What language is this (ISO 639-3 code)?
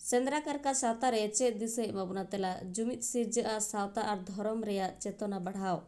sat